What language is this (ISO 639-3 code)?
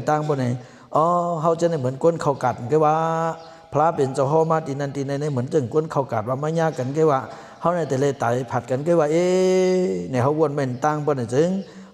shn